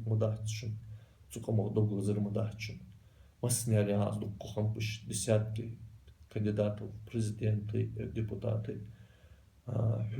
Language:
Ingush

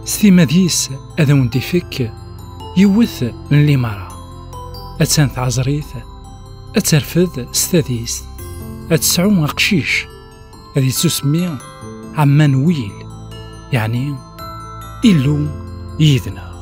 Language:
Kabyle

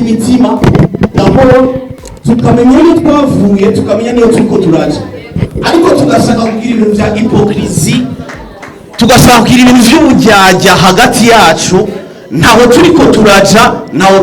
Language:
Rundi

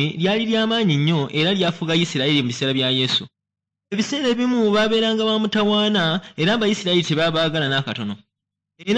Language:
Ganda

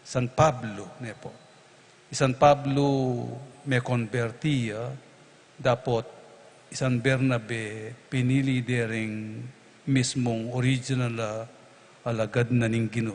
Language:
Pampanga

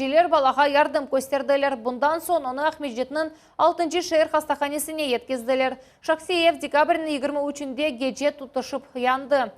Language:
Crimean Tatar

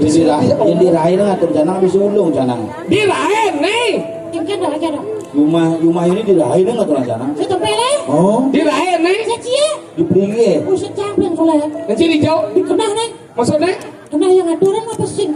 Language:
Balinese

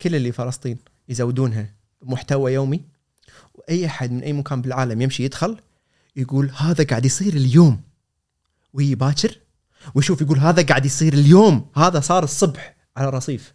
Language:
Gulf Arabic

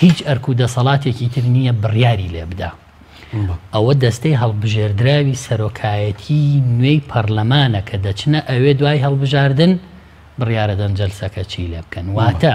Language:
Central Kurdish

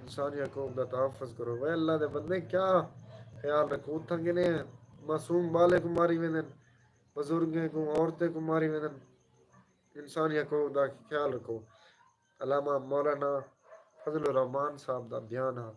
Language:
Saraiki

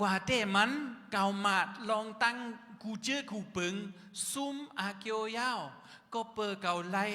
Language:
Shan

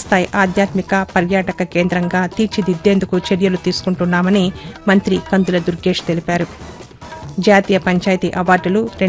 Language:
Telugu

